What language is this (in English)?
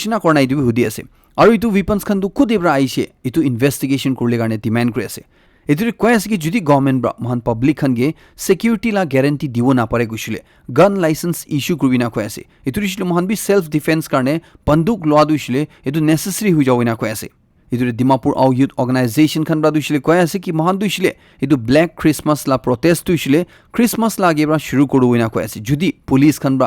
Naga Pidgin